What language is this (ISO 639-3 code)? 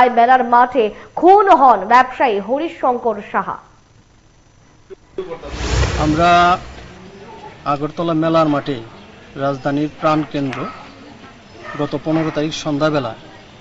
ben